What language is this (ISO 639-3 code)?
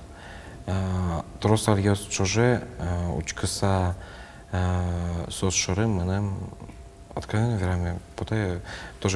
udm